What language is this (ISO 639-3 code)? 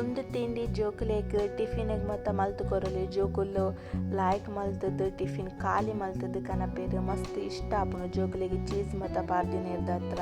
tcy